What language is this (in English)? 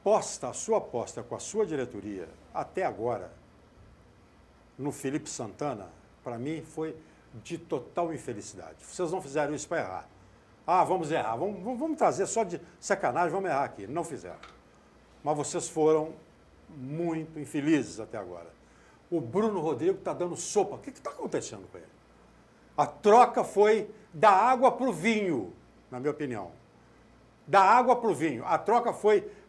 Portuguese